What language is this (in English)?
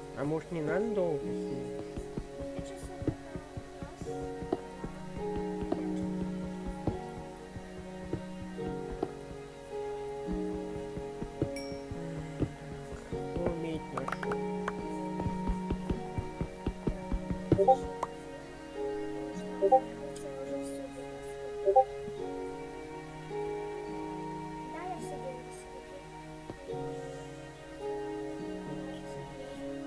Russian